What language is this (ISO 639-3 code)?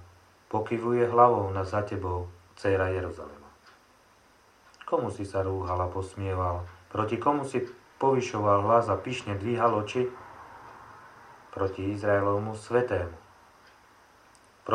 slk